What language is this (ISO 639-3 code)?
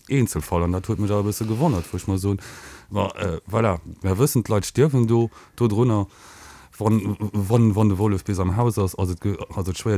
ltz